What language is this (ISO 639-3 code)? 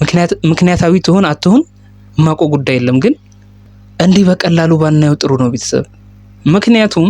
amh